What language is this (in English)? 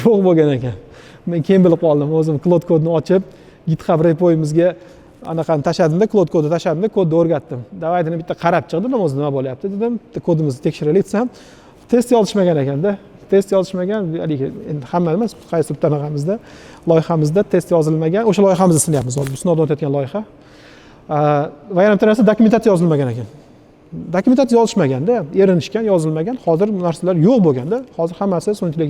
Uzbek